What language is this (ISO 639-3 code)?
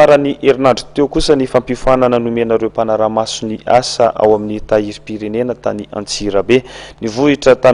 mlg